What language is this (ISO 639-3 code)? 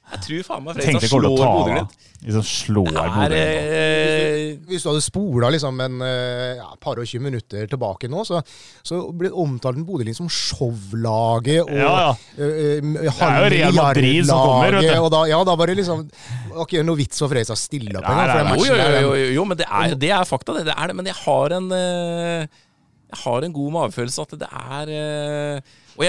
nor